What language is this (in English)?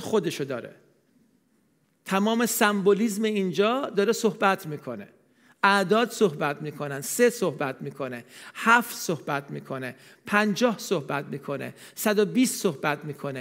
Persian